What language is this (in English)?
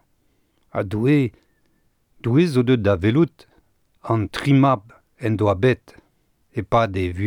Breton